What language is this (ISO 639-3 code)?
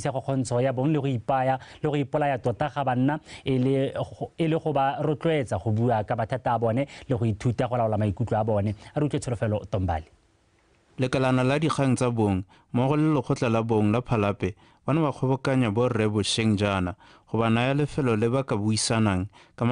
tsn